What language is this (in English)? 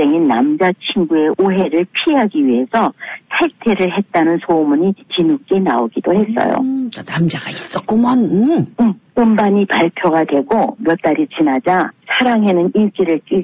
Korean